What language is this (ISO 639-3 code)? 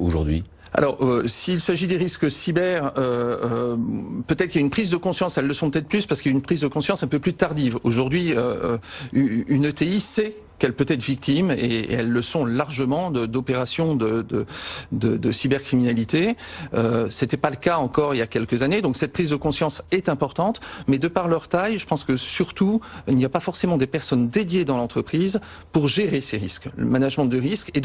fra